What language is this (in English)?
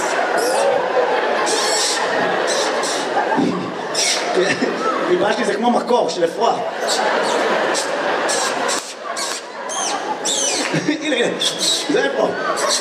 Hebrew